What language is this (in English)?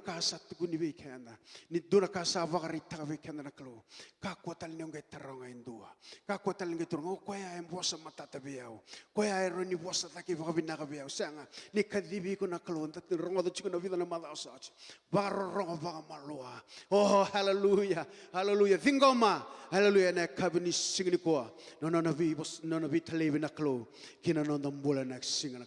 Fijian